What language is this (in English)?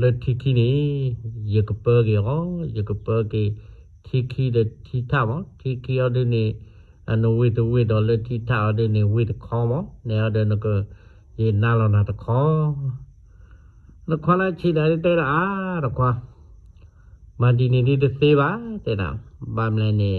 S'gaw Karen